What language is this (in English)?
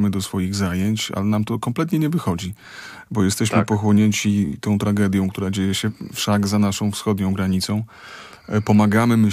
Polish